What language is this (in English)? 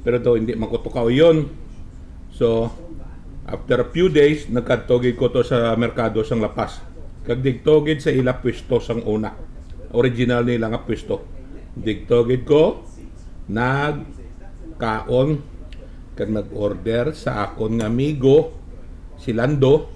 Hiligaynon